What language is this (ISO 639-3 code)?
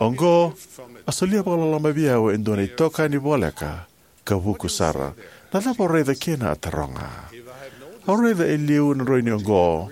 fij